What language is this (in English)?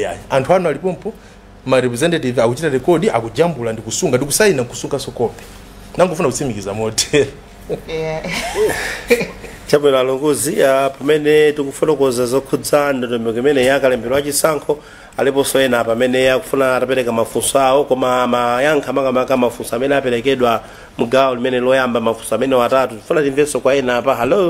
Nyanja